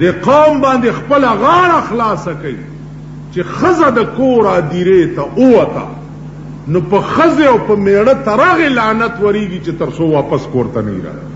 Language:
Pashto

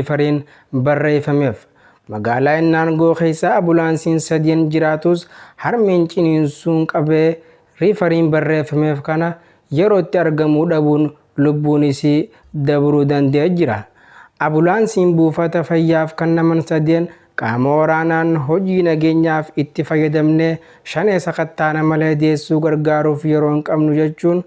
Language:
Oromo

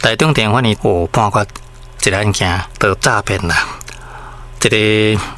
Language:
Min Nan Chinese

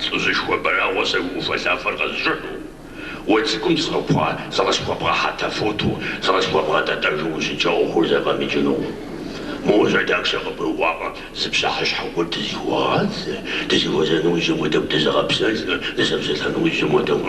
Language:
Kabardian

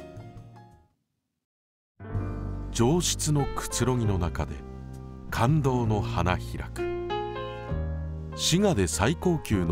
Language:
Japanese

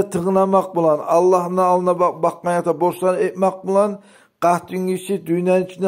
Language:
Kumyk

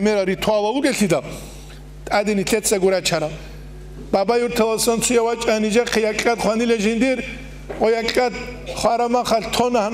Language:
Avaric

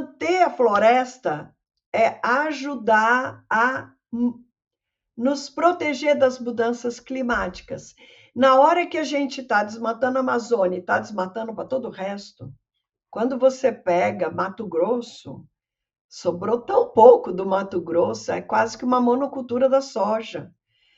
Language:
Portuguese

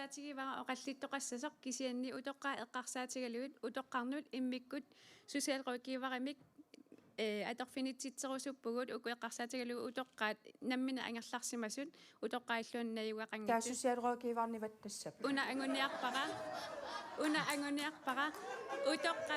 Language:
Kalaallisut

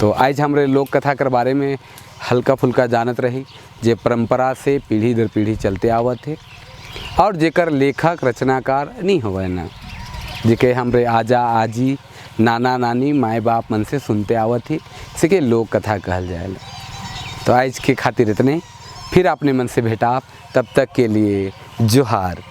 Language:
Sadri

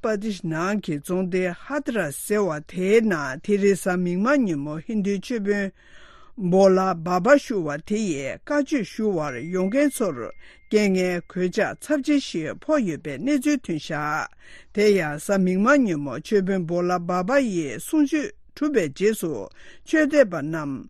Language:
Tibetan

